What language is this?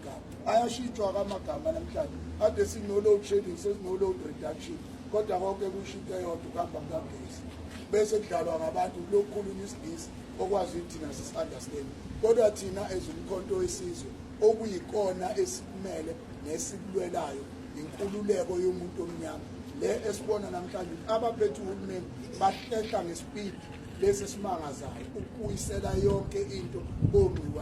Zulu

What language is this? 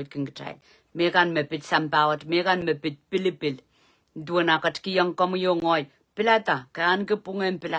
Pohnpeian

